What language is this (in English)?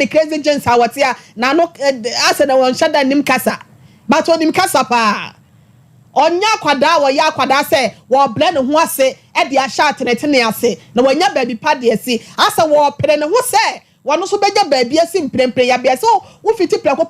Akan